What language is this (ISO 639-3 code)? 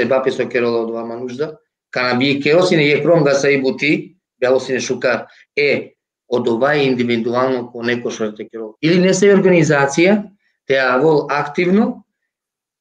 rmn